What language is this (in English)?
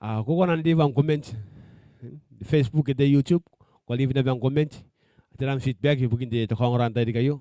Gilbertese